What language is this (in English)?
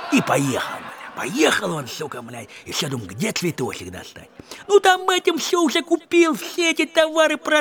Russian